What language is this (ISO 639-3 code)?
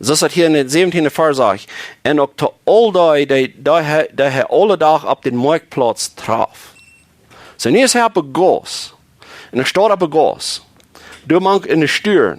pdt